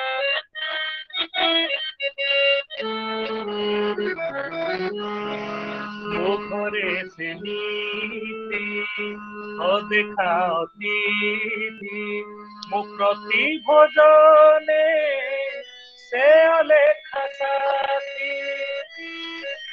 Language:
Odia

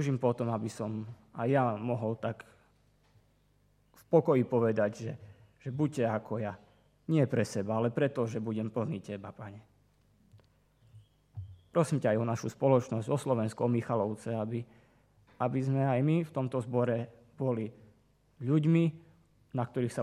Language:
Slovak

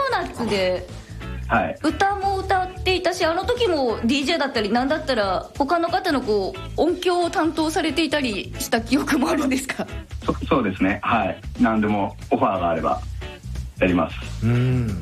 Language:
Japanese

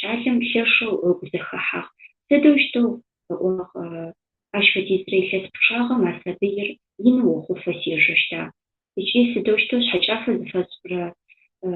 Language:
Adyghe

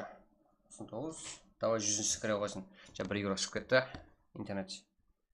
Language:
Kara-Kalpak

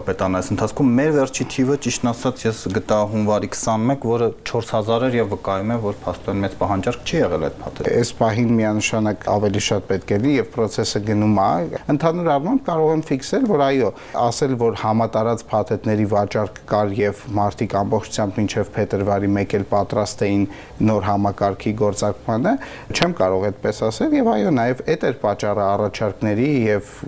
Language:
Armenian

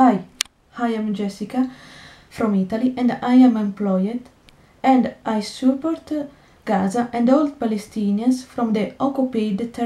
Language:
English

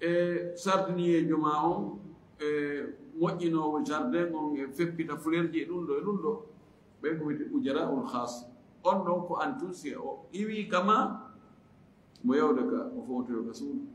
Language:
Fula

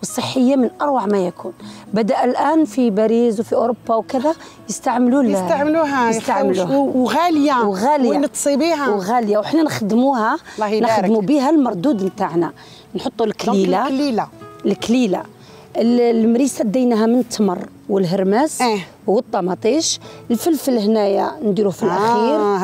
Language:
Algerian Arabic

